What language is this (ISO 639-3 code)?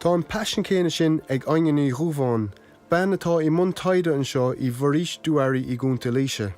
gle